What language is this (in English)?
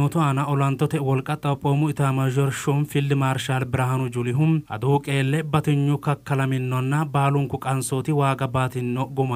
Sidamo